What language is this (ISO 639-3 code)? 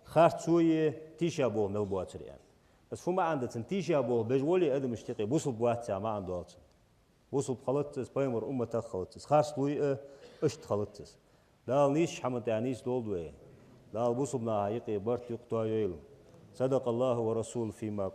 inh